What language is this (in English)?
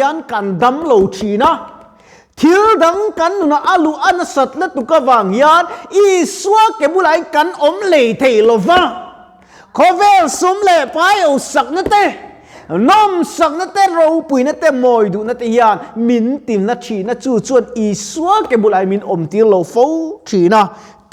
Mizo